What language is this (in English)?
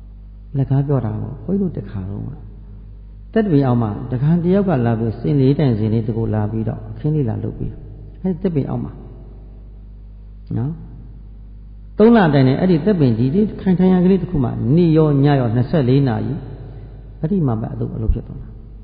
Burmese